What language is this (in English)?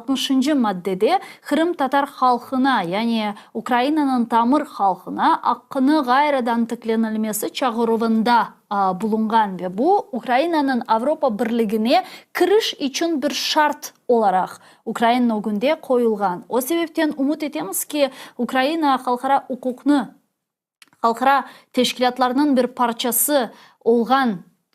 Crimean Tatar